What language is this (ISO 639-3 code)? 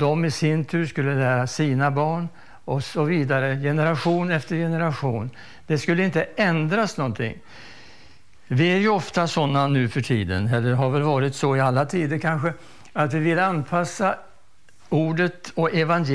swe